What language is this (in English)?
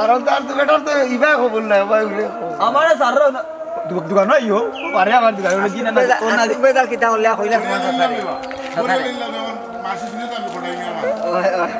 Sylheti